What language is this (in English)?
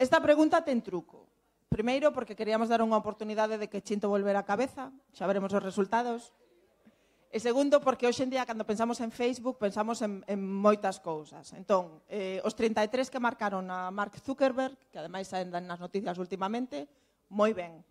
Galician